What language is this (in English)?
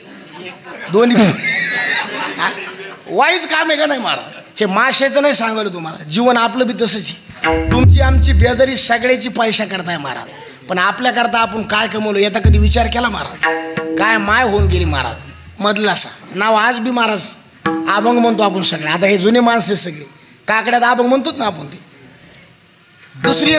Marathi